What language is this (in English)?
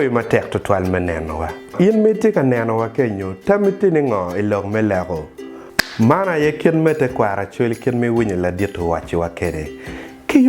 Acoli